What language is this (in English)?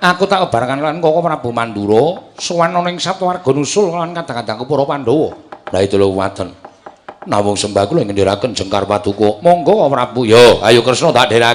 Javanese